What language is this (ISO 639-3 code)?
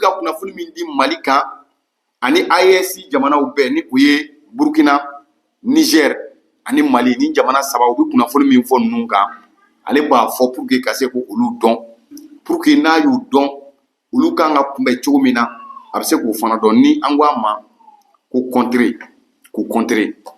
bam